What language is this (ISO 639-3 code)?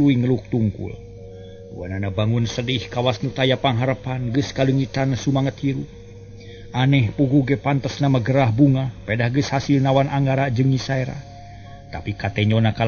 sun